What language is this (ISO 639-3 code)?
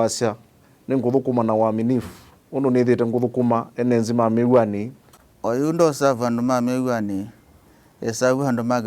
kam